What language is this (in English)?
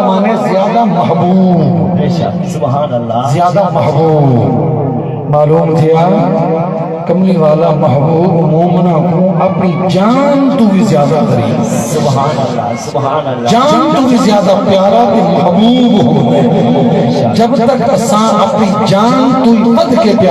Saraiki